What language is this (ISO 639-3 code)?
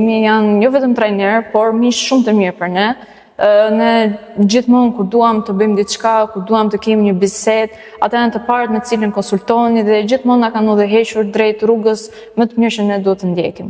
sqi